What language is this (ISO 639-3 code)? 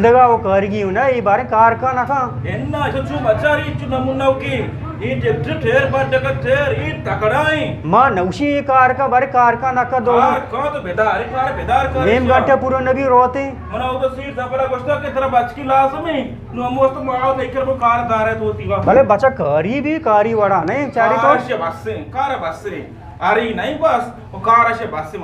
bal